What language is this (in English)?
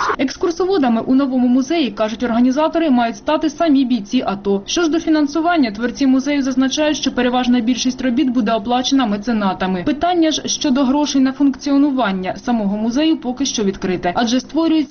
Ukrainian